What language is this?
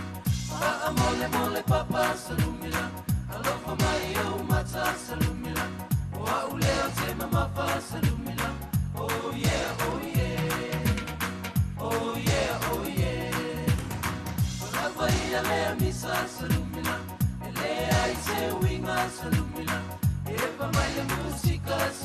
Samoan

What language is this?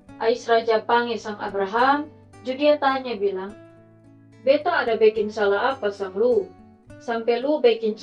Kupang Malay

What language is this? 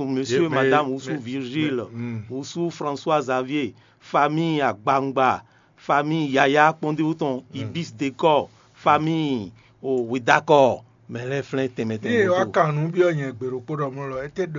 Fon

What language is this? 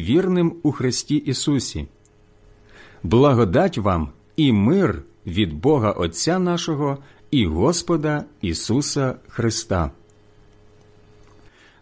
Ukrainian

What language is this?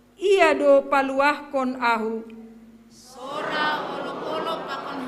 Batak Simalungun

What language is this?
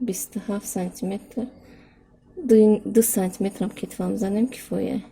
Tajik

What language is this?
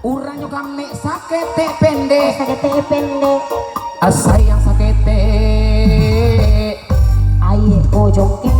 Minangkabau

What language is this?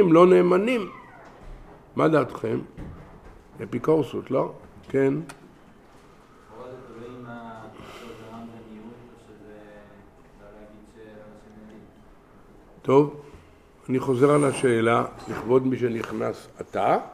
Hebrew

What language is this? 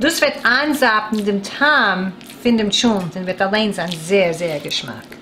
Yiddish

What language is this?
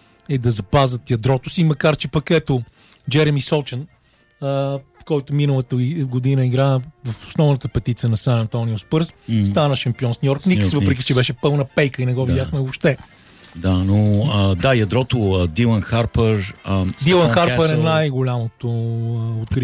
Bulgarian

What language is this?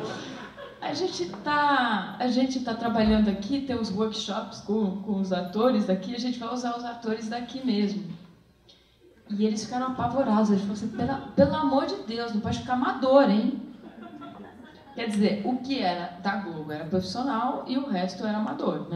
Portuguese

